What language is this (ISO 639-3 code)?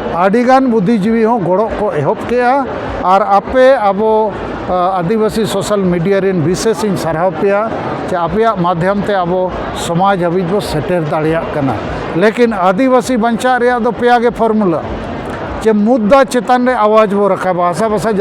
sat